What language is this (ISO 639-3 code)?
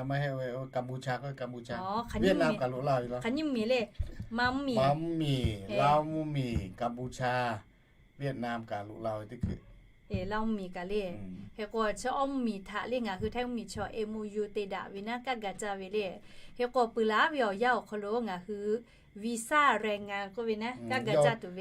lhu